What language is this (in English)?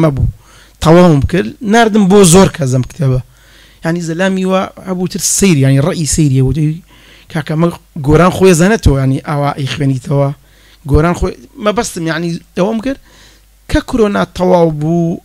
Central Kurdish